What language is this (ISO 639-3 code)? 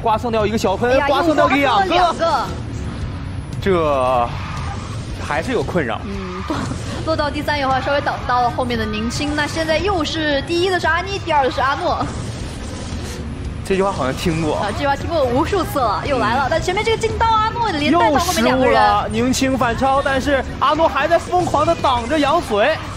zho